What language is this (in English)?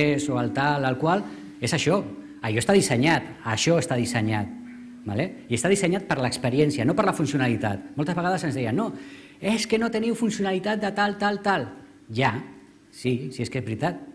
Catalan